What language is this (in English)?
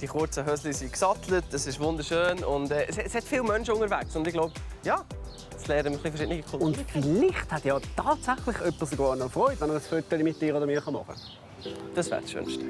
Swiss German